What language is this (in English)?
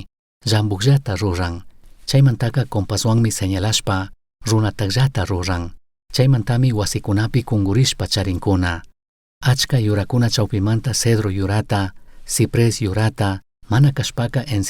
Chimborazo Highland Quichua